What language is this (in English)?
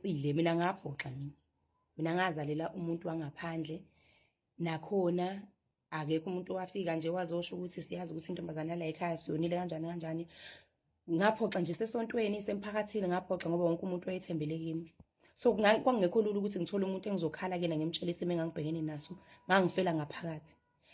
Zulu